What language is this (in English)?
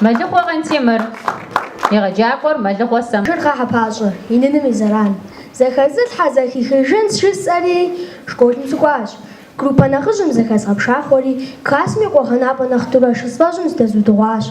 Kabardian